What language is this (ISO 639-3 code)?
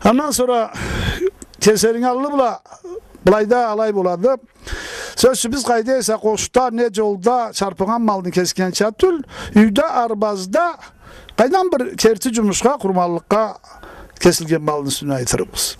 krc